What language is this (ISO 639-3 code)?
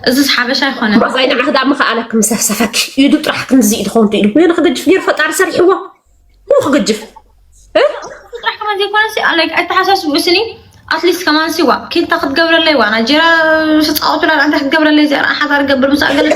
tir